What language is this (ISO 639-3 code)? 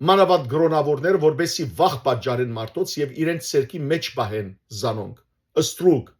hyw